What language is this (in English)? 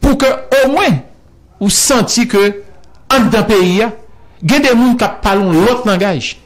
Haitian Creole